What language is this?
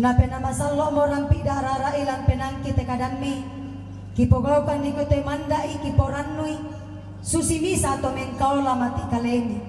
Toraja-Sa'dan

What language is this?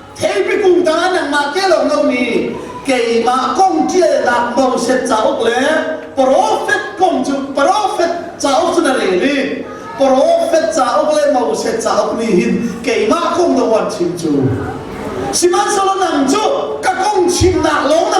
Hakha Chin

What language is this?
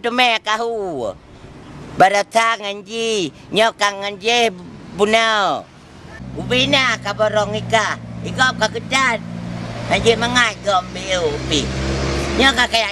Achinese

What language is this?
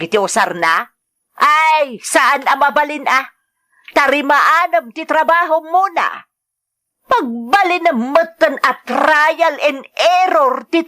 Iloko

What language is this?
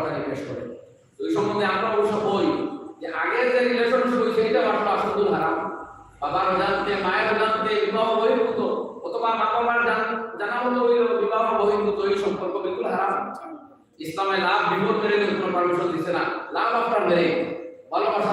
Sylheti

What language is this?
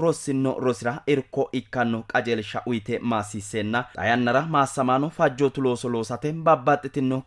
Sidamo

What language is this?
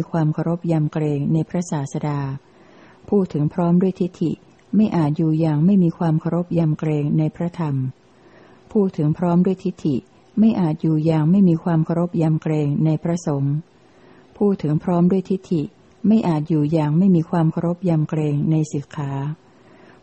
Thai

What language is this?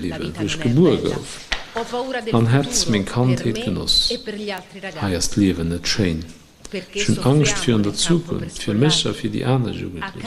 Luxembourgish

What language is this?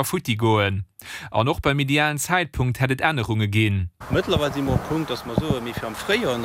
Luxembourgish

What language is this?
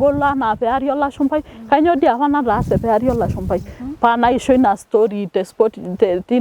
Masai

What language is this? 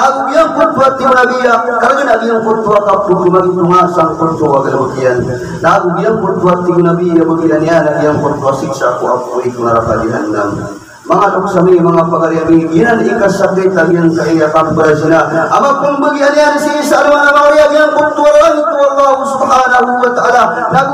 Maranao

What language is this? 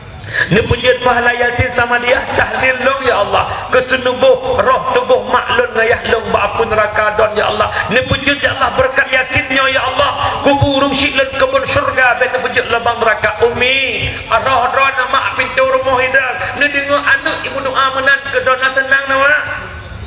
Achinese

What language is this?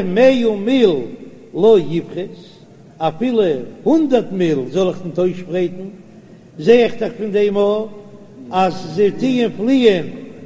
Yiddish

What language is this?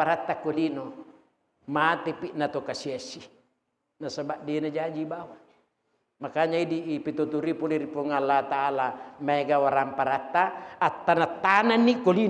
Buginese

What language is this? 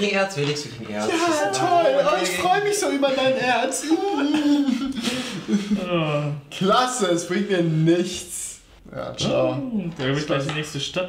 German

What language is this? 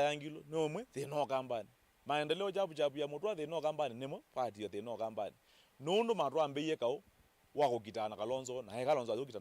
Kamba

